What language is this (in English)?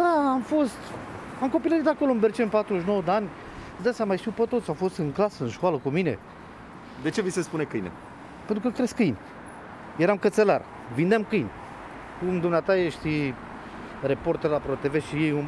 Romanian